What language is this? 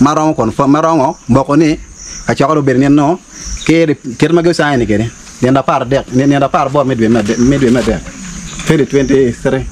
Acoli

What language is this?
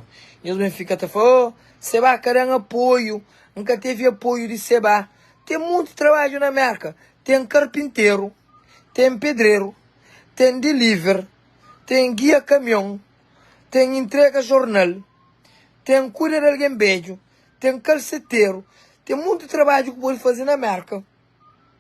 Kabuverdianu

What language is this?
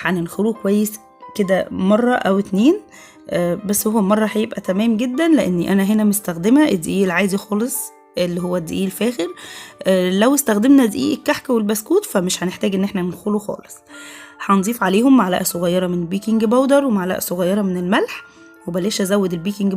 Egyptian Arabic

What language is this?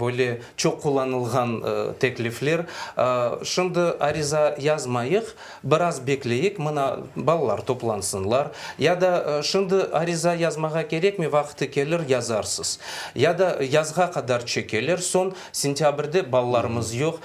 Crimean Tatar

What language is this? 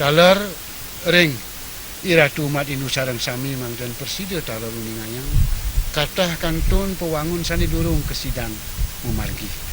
Balinese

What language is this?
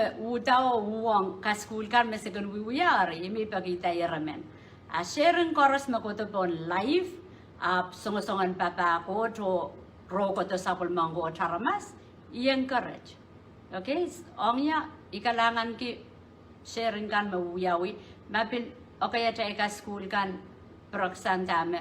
Pohnpeian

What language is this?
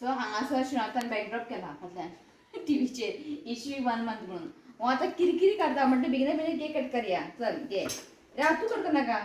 Konkani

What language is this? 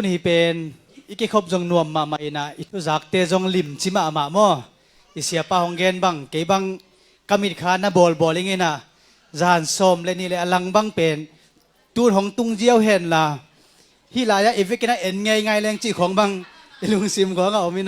Tedim Chin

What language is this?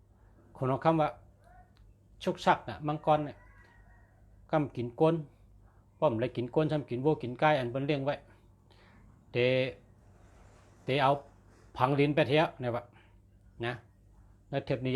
Shan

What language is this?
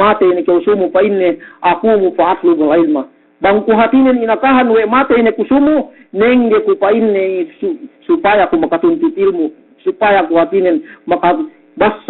Yakan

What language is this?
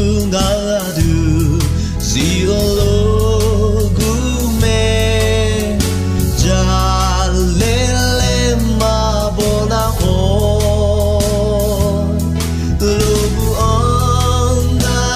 Akha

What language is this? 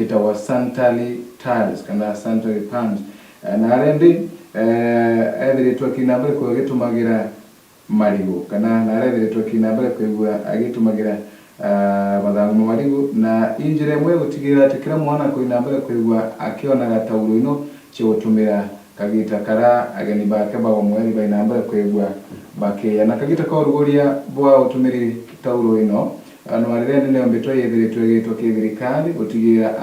Meru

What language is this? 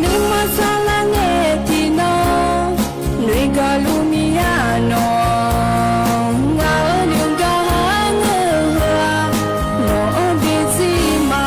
Akha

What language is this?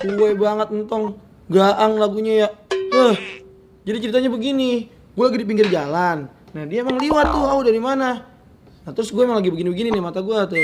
Betawi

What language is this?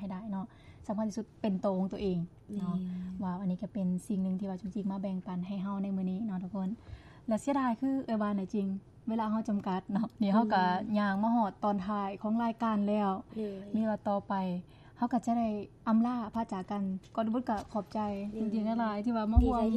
Lao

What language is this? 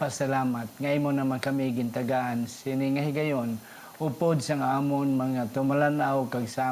Hiligaynon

